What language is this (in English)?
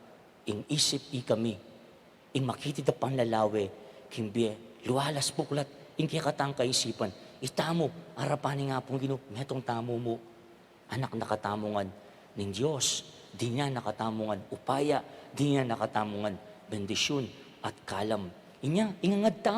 Pampanga